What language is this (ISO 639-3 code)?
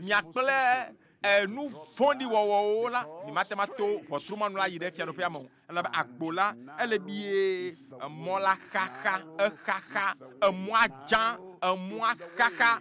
ewe